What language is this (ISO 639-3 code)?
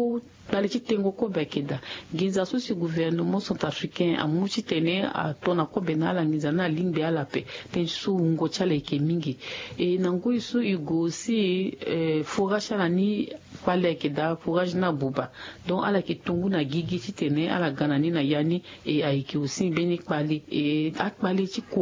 sag